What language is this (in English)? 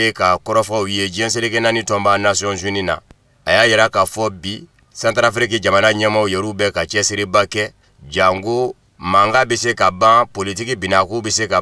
Bambara